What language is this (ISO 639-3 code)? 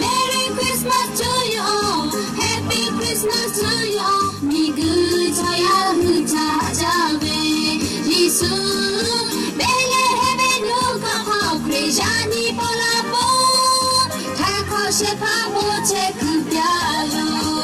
lhu